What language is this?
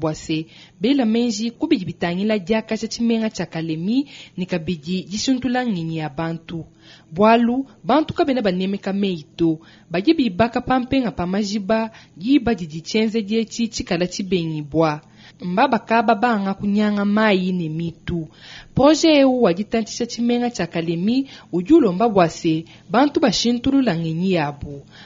Luba-Lulua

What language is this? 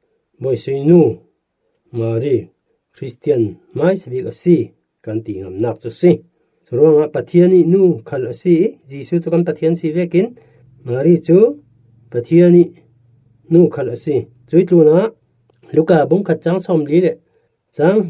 Falam Chin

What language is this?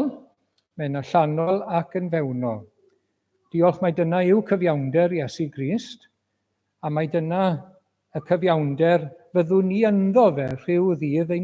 Welsh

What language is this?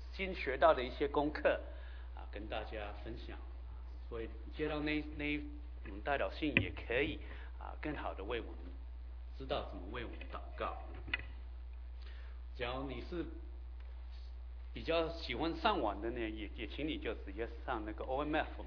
Chinese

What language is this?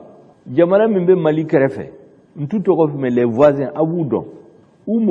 Bambara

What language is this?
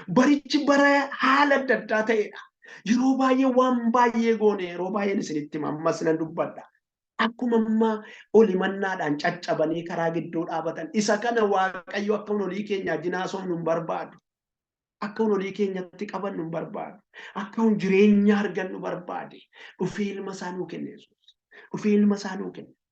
Oromo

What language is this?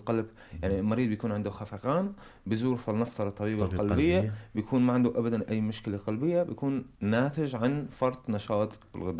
North Levantine Arabic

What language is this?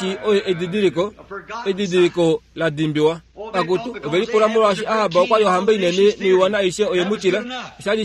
Kuanyama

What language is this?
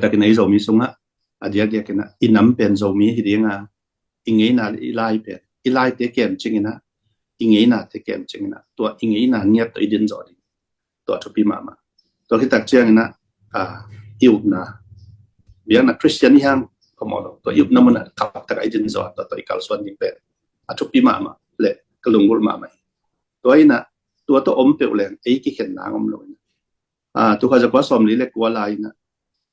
Tedim Chin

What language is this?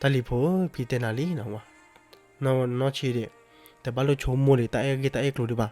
S'gaw Karen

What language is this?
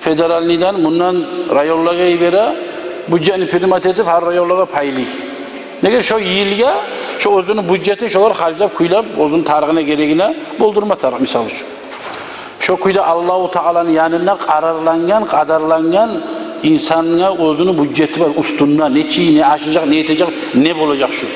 Kumyk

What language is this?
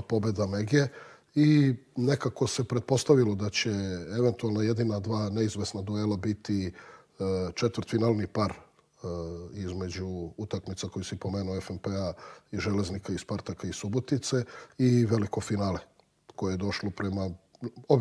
Serbian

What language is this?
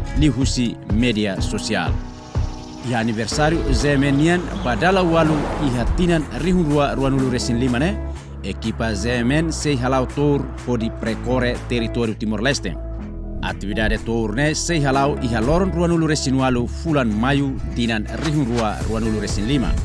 Tetum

